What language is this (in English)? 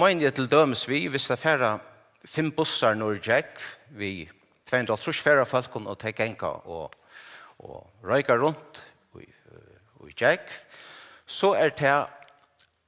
Faroese